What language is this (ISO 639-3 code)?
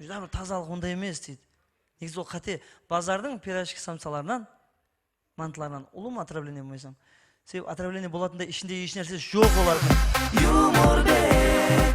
kaa